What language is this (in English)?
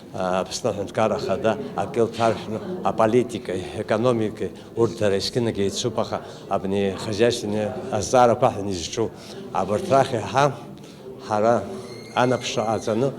Abkhazian